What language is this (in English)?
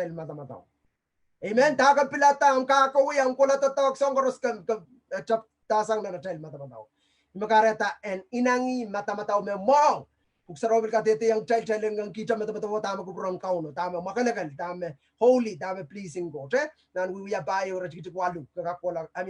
Pohnpeian